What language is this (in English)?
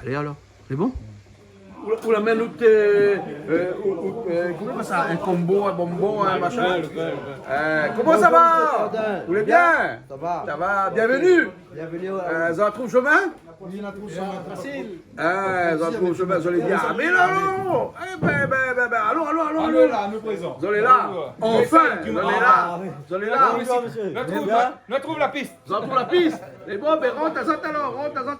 Réunion Creole French